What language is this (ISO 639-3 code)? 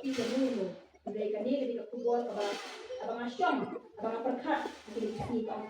kha